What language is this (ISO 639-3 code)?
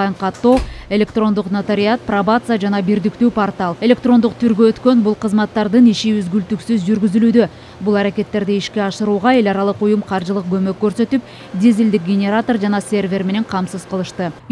kir